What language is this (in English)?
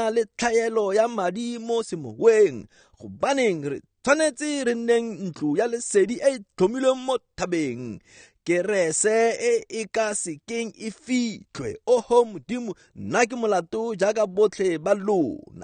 Tswana